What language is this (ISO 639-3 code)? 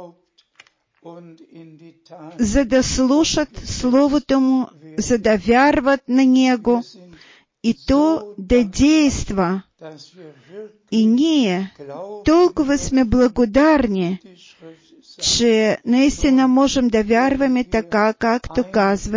bul